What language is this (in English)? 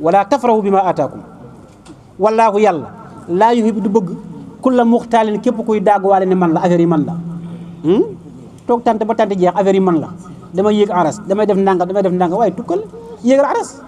Wolof